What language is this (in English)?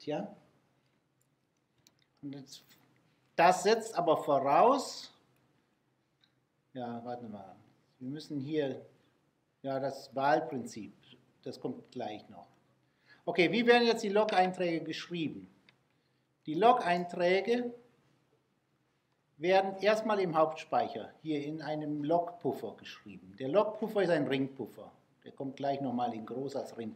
German